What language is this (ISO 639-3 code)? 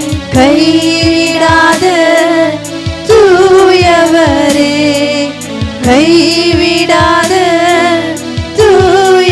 tam